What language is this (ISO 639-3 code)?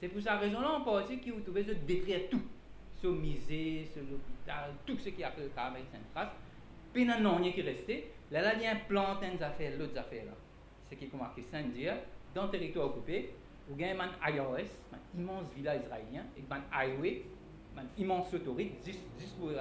mfe